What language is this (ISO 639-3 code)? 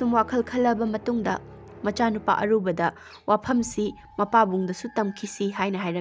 mni